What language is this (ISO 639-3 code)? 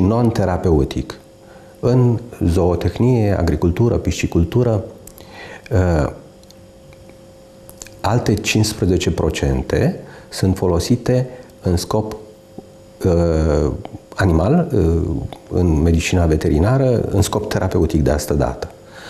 ron